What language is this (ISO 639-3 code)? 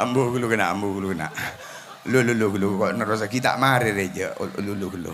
mad